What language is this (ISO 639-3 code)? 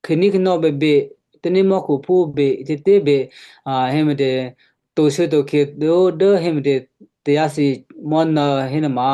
kyu